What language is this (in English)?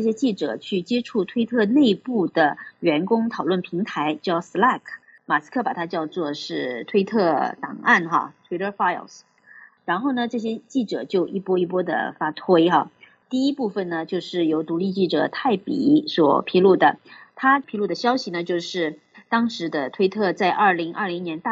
Chinese